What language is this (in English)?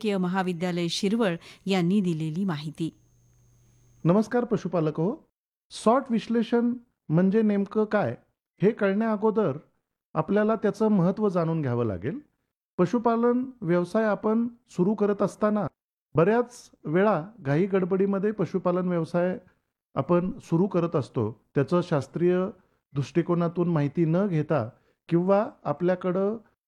Marathi